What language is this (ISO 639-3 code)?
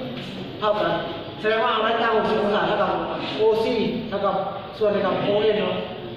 lao